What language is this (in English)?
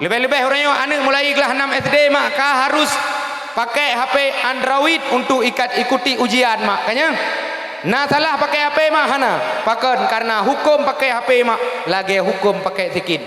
Achinese